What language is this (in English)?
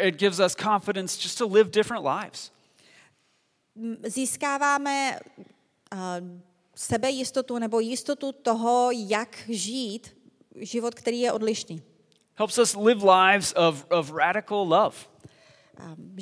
Czech